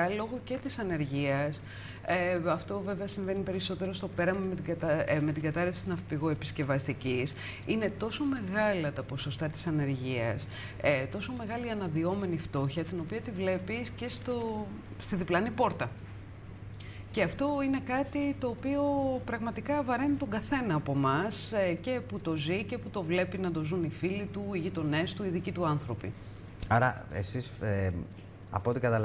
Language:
Greek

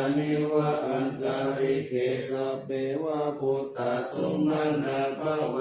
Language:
Pali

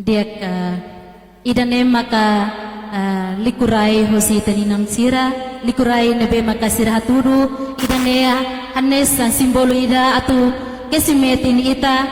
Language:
Tetum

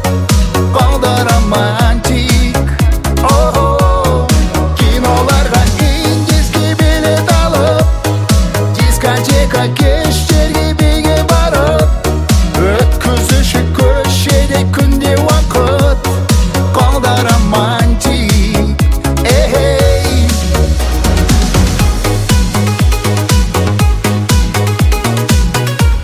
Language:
Kazakh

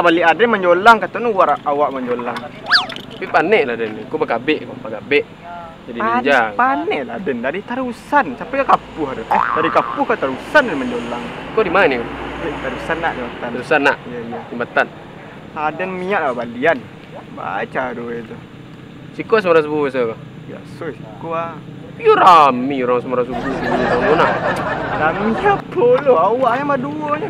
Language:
Minangkabau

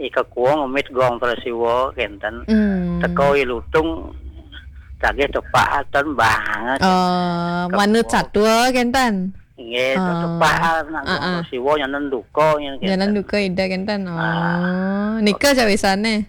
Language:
Balinese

